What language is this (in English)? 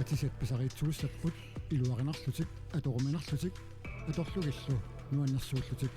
Kalaallisut